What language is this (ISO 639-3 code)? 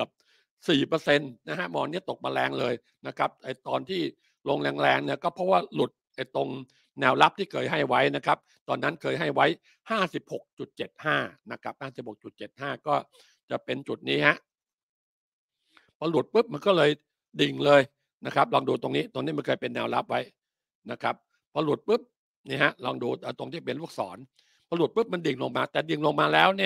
tha